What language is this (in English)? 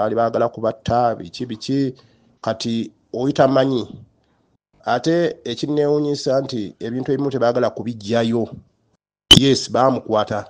Ganda